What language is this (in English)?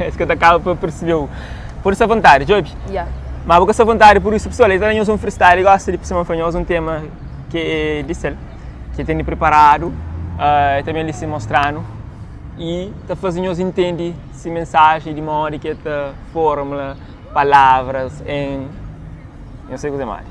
Kabuverdianu